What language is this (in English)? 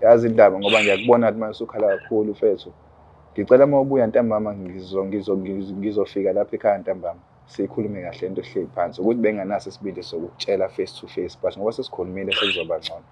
Zulu